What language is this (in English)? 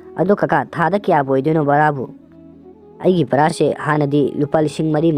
Manipuri